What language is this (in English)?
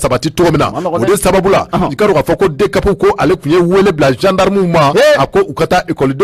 Bambara